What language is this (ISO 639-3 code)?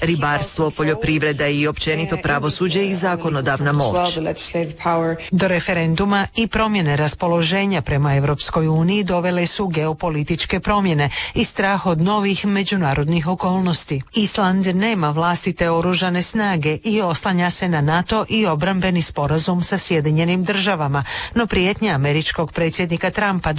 hrv